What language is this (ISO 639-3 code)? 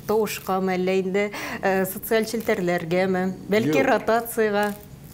tat